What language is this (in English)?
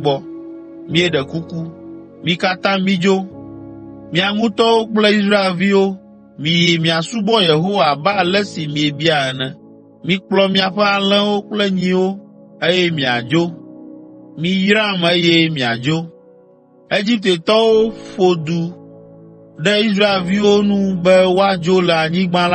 Ewe